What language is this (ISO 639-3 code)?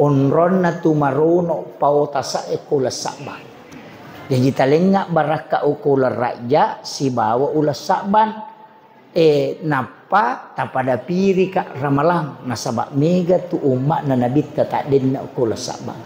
bug